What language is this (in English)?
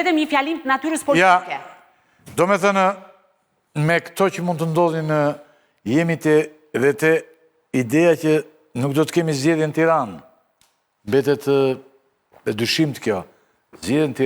Albanian